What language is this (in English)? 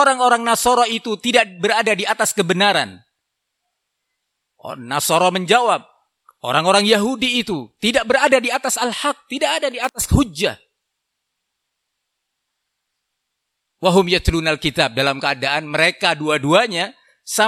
Indonesian